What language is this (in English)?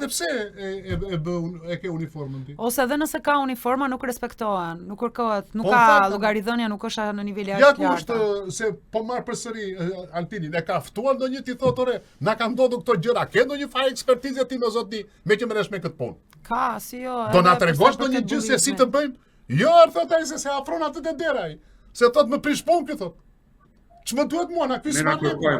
Albanian